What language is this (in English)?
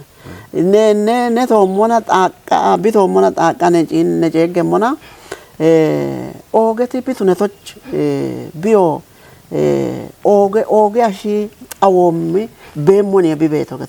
Kafa